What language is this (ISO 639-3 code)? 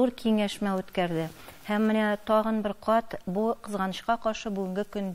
tat